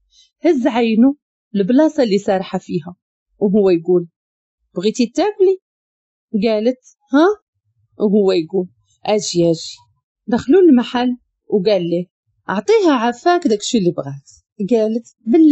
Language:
Moroccan Arabic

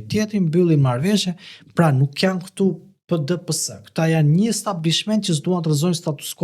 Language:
Albanian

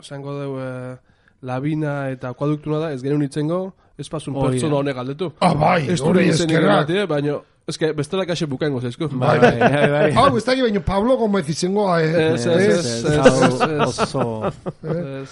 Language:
Basque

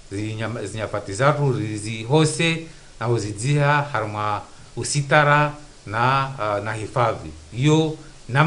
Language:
Ngazidja Comorian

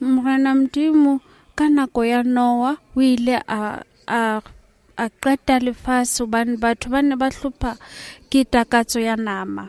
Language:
Southern Sotho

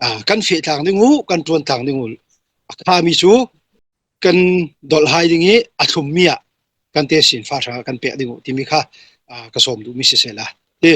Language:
Falam Chin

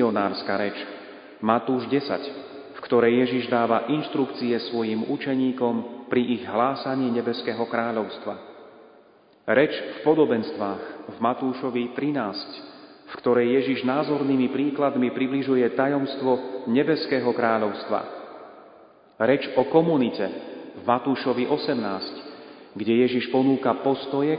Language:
Slovak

